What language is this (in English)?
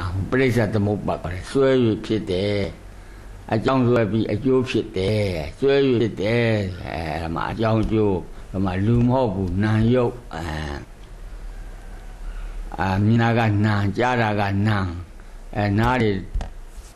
Burmese